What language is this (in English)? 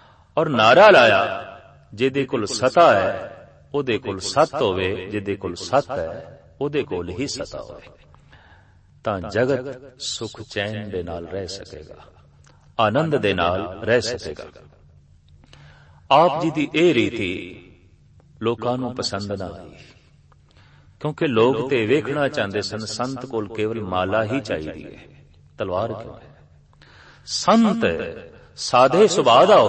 Punjabi